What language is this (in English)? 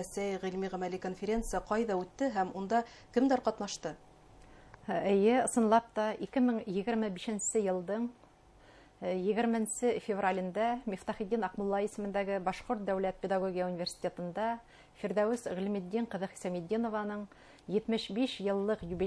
Bashkir